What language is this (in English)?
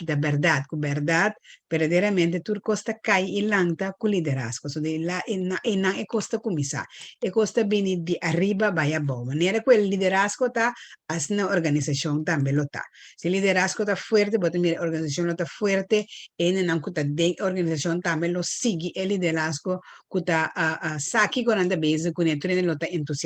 Papiamento